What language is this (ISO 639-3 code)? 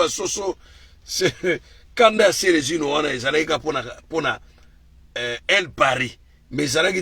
lin